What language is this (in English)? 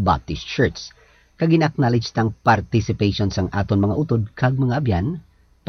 Hiligaynon